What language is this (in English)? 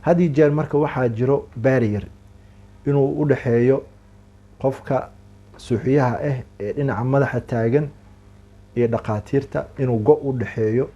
Somali